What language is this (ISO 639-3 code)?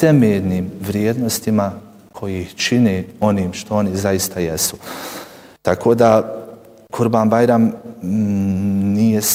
bos